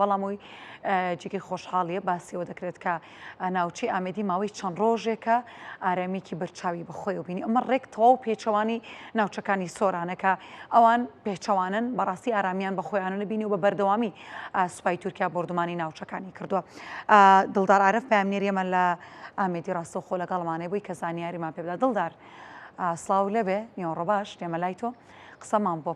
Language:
Central Kurdish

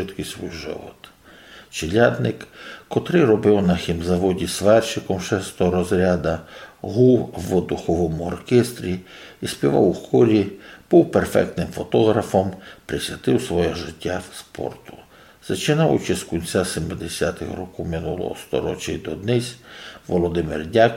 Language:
Rusyn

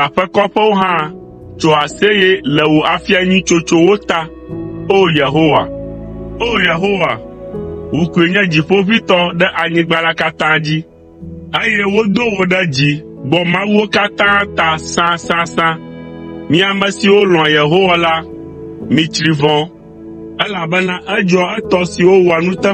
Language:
Ewe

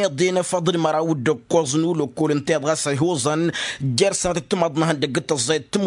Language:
Tamasheq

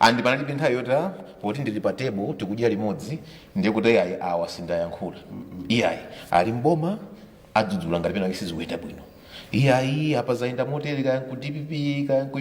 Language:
Nyanja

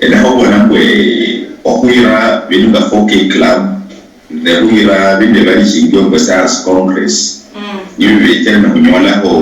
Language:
Luyia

